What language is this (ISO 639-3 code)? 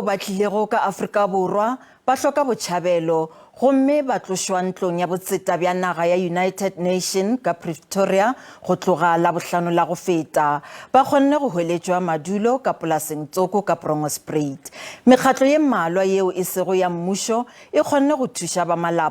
nso